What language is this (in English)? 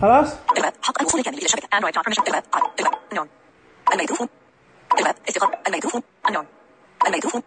Najdi Arabic